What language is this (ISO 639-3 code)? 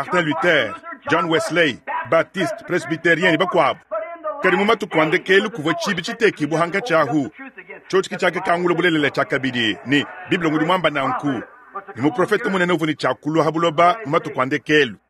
lua